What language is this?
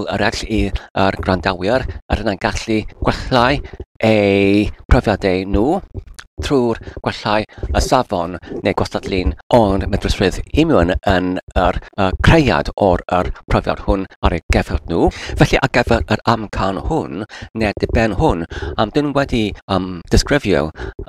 Welsh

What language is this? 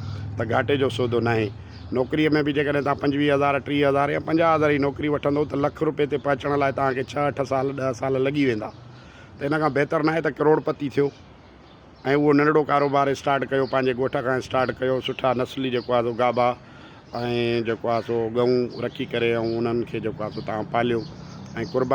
Sindhi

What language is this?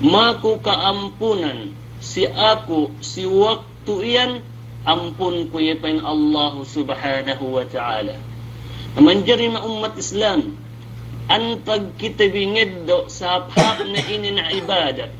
Yakan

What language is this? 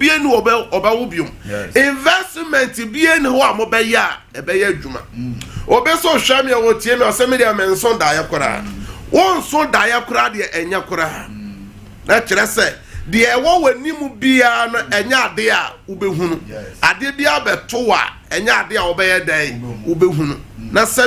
Akan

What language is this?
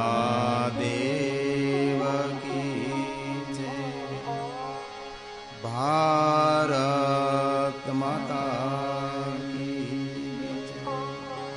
Gujarati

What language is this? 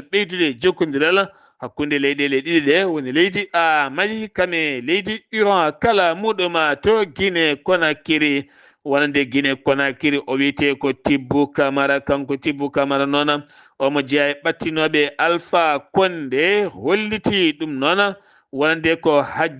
Fula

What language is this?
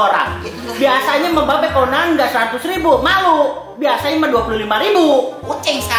Betawi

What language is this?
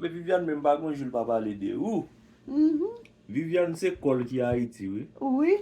Haitian Creole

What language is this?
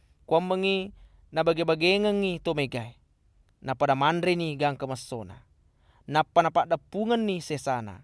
Buginese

